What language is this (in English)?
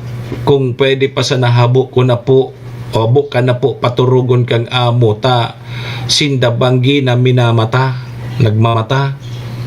Bikol